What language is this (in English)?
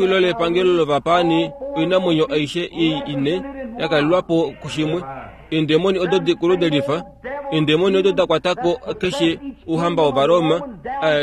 Kuanyama